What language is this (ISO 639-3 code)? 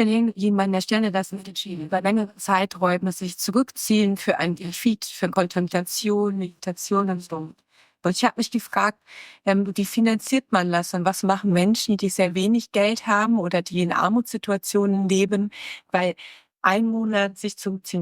gsw